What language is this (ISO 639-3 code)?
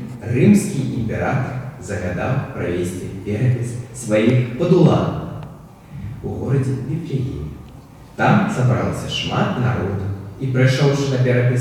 bel